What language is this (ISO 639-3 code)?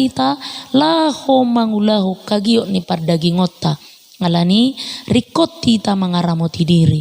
bbc